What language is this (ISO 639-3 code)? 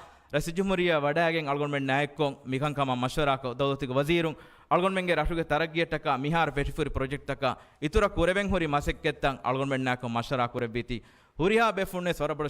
div